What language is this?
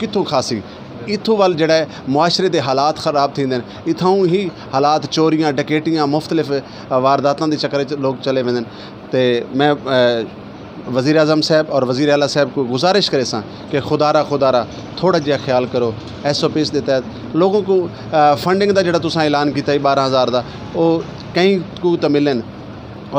Saraiki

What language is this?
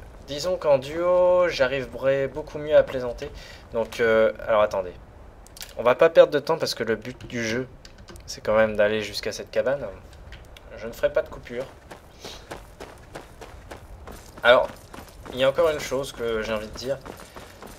French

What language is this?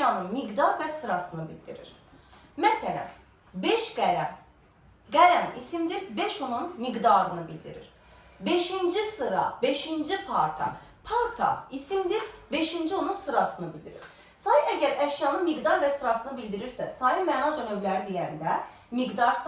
Azerbaijani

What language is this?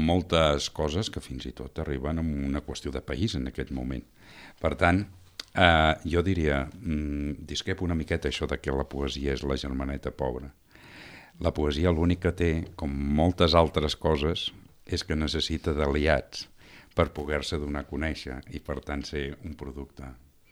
Catalan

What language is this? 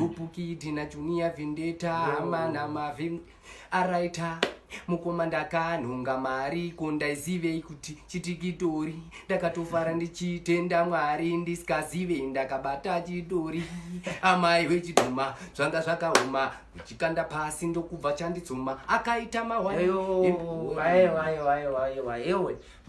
Shona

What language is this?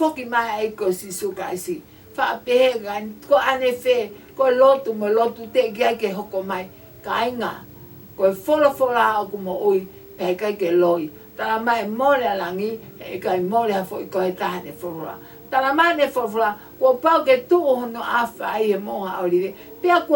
Tongan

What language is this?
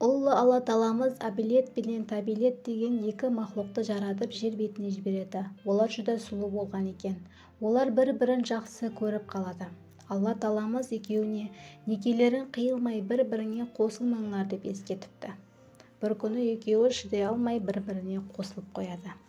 Kara-Kalpak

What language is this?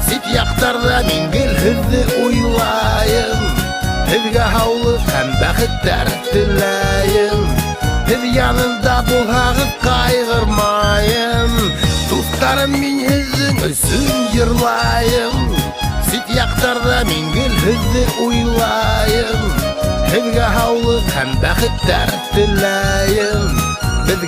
Bashkir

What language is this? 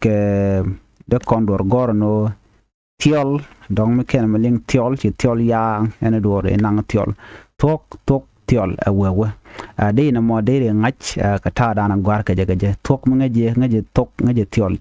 Nuer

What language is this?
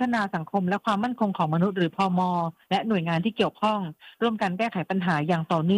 Thai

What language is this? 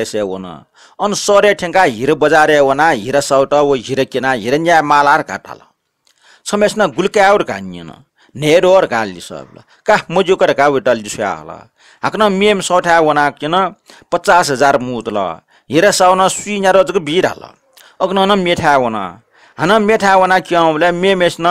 Newari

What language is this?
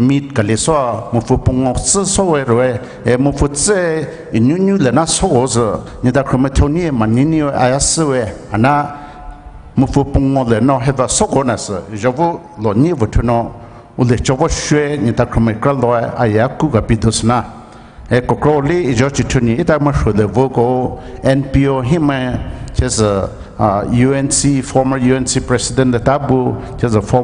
Poumei Naga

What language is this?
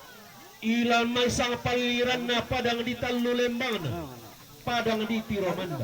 Toraja-Sa'dan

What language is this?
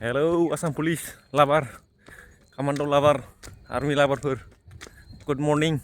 Bodo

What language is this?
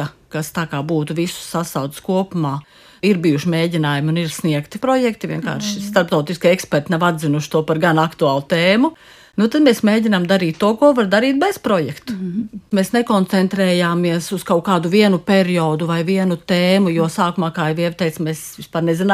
Latvian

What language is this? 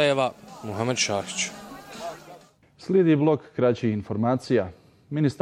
Bosnian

